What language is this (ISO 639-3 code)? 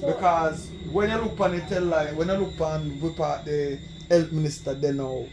jam